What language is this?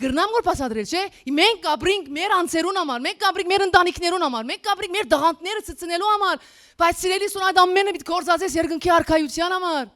Western Armenian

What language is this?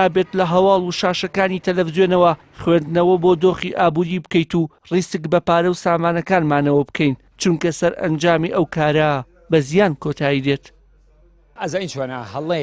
Central Kurdish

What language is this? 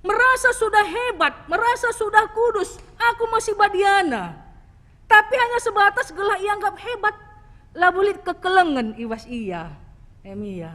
Batak Karo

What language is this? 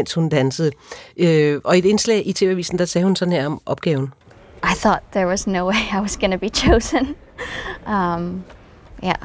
Danish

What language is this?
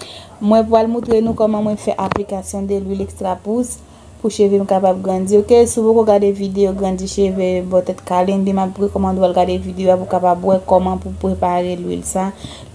Haitian Creole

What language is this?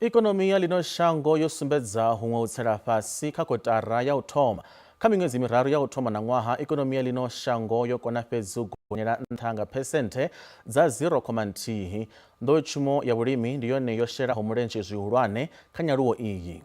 Venda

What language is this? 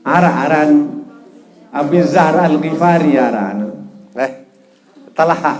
Sasak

